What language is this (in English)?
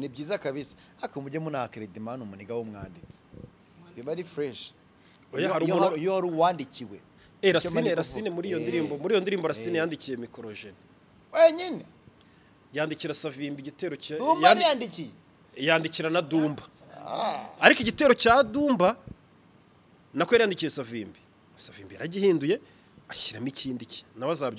Kinyarwanda